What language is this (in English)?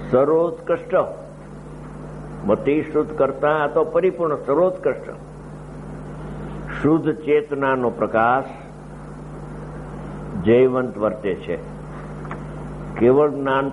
Gujarati